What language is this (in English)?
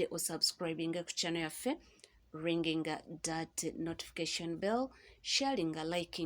Ganda